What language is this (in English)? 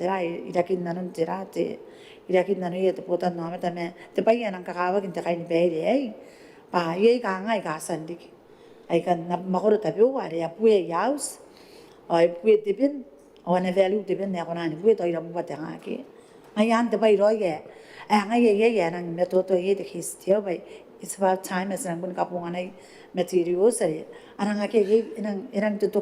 Gilbertese